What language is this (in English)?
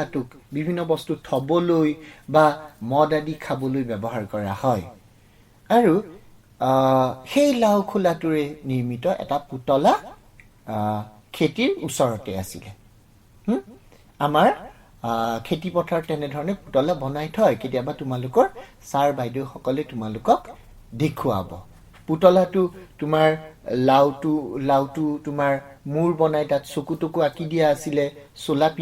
Assamese